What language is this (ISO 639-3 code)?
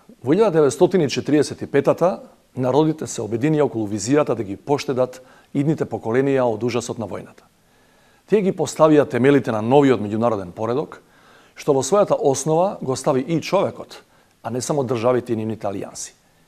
mkd